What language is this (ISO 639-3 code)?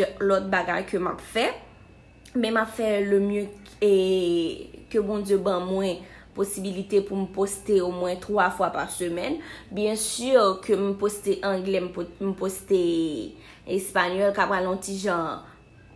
hat